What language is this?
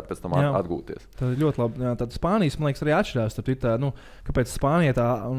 Latvian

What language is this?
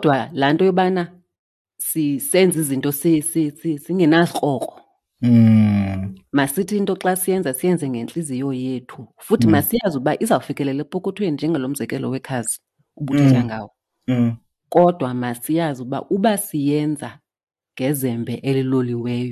Xhosa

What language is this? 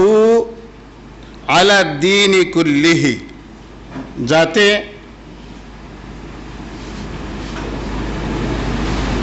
Bangla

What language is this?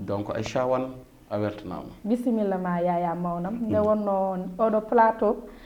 Fula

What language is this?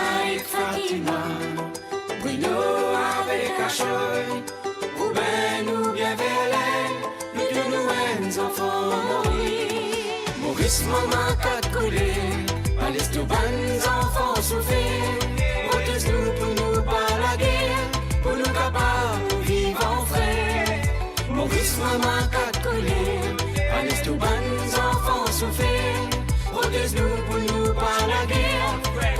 Morisyen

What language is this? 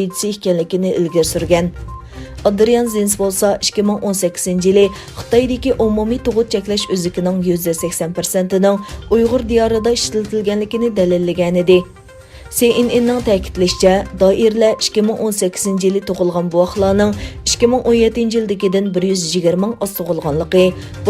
Uyghur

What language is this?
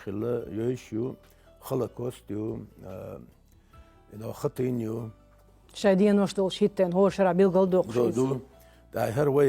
Chechen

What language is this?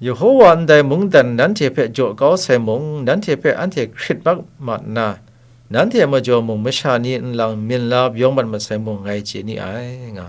Kachin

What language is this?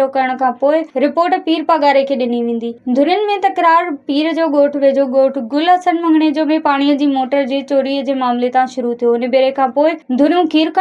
Sindhi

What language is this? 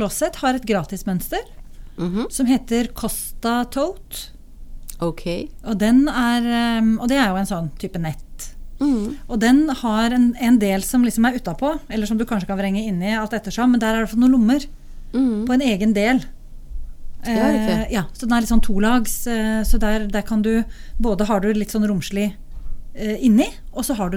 Norwegian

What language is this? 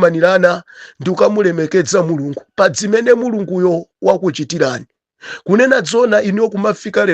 Nyanja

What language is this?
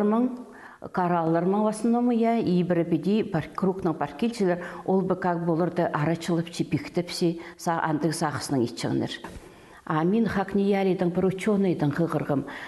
Khakas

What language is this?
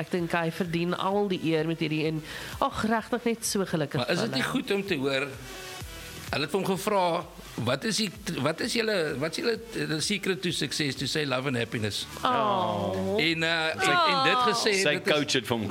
Afrikaans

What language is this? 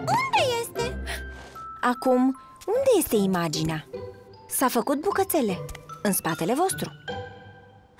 Romanian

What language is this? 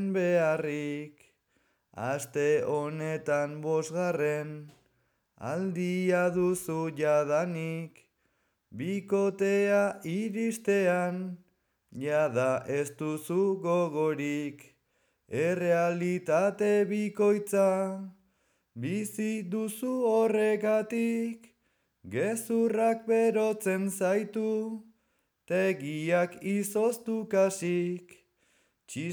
Basque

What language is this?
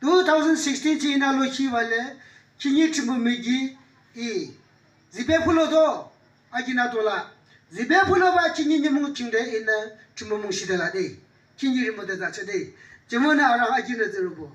Yimchungru Naga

